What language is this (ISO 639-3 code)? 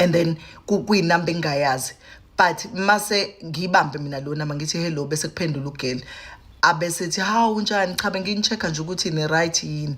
zul